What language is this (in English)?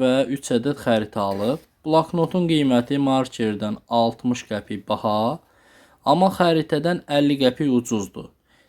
Azerbaijani